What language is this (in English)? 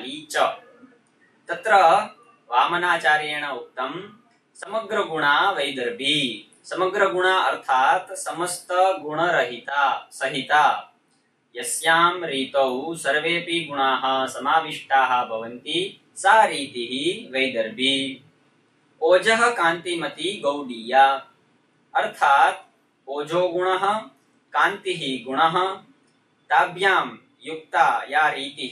Sanskrit